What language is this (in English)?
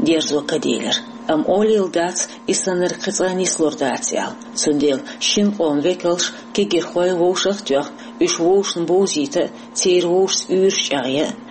Chechen